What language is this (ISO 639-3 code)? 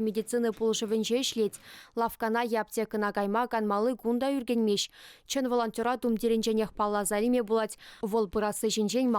chv